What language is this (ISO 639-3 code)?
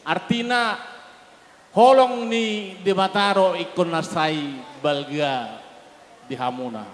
bbc